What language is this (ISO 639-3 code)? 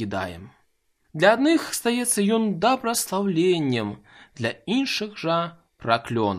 bel